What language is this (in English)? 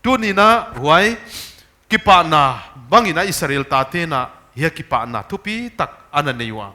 Paite Chin